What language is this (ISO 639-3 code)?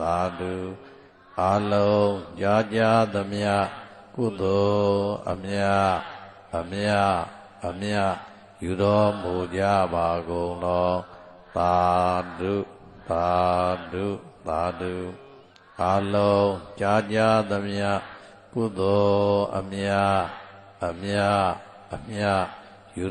mya